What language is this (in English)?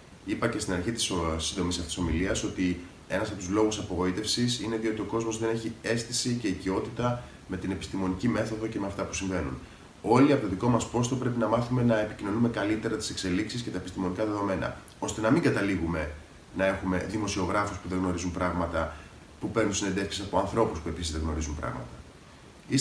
Greek